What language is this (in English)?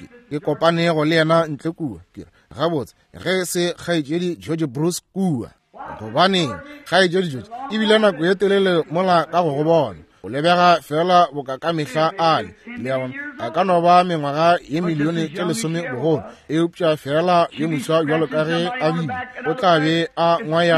Northern Sotho